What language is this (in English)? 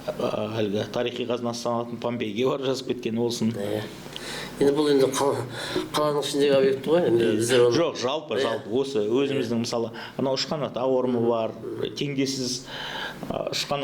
Kazakh